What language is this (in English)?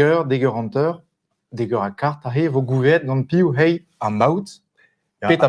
Breton